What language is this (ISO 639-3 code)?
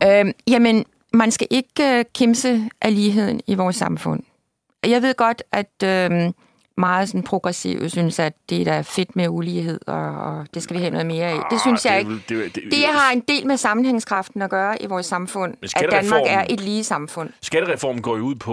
dan